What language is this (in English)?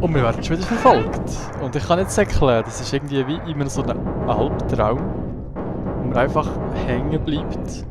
Swiss German